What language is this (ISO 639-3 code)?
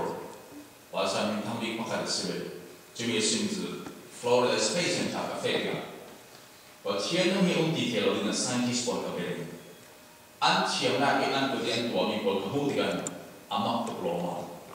cfm